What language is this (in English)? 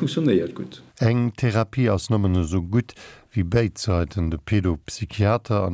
Luxembourgish